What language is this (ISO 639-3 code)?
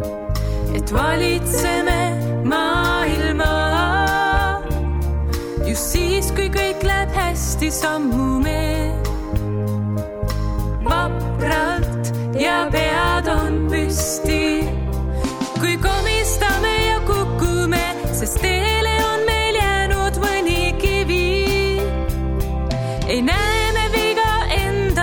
est